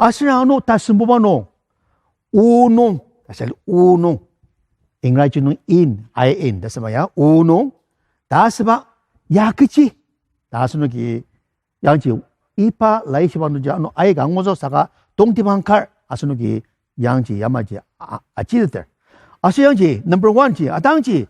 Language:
Ao Naga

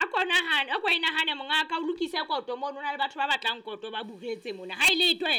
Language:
Southern Sotho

